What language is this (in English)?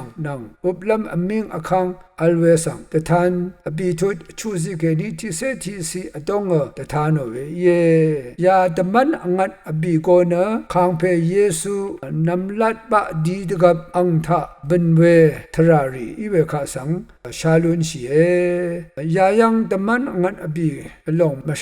Rawang